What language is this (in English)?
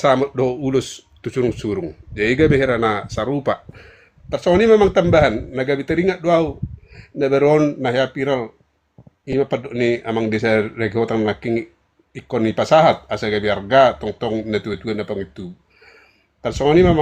Batak Toba